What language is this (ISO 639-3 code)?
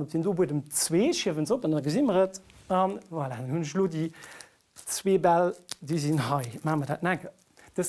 ltz